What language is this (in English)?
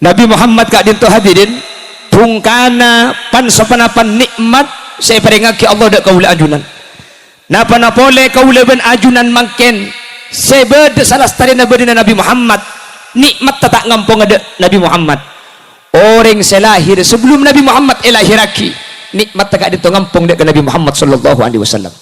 Madurese